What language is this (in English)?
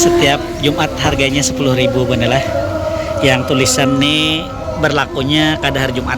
Banjar